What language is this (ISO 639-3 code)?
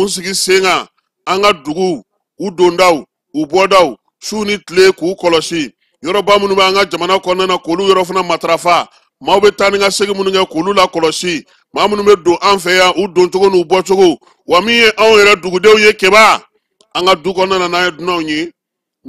bam